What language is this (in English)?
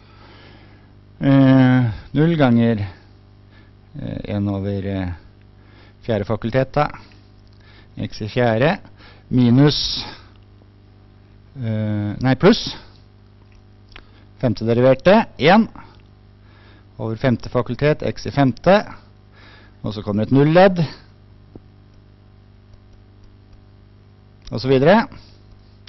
Norwegian